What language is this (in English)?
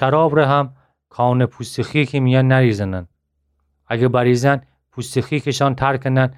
Gilaki